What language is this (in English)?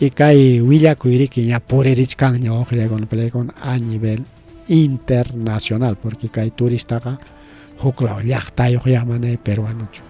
Ayacucho Quechua